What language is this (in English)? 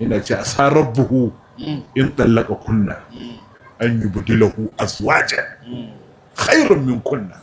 Hausa